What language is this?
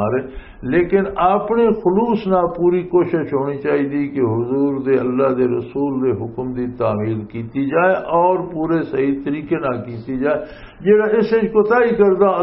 Western Panjabi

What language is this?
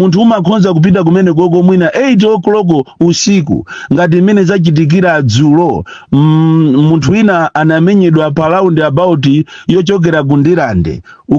Nyanja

